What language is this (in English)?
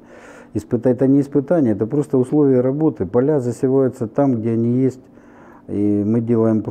Russian